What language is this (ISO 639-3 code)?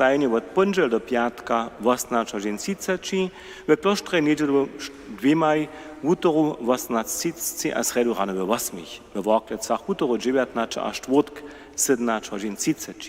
hsb